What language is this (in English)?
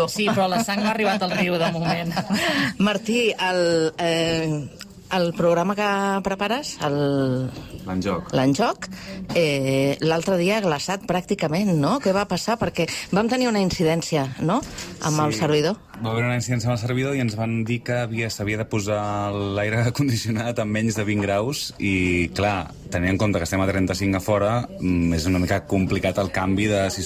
Catalan